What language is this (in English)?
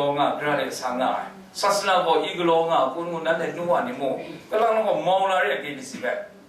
Kachin